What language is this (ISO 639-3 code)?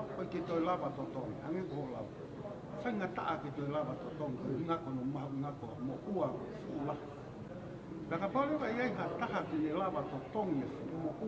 ton